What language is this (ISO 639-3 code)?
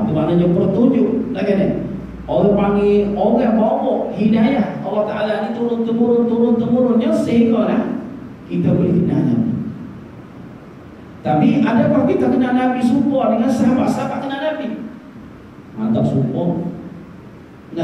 msa